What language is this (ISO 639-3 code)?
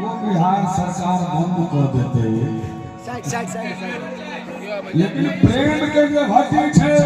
mai